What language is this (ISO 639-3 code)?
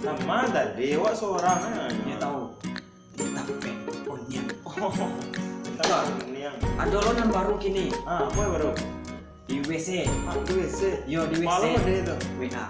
min